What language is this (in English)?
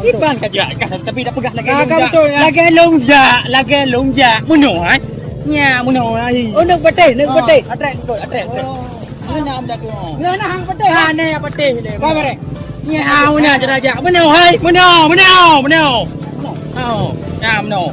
Achinese